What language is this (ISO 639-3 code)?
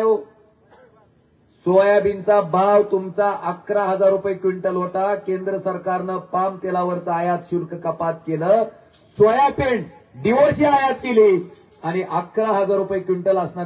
mar